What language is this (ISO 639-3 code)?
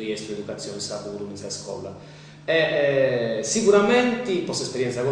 srd